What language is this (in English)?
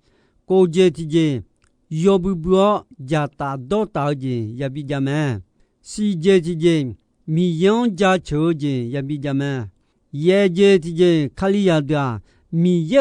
Akha